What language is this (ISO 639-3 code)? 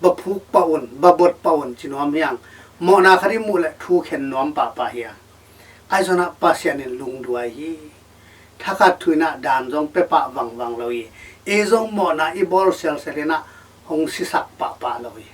ctd